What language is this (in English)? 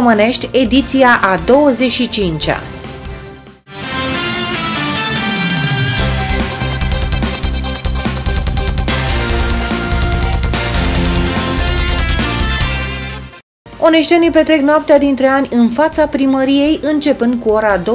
Romanian